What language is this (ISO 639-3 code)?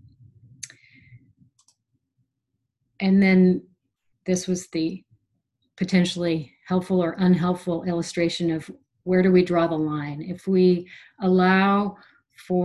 eng